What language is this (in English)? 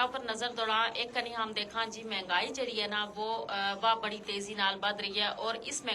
Gujari